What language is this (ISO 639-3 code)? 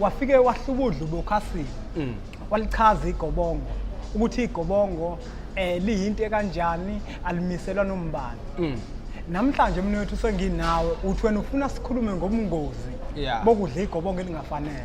zul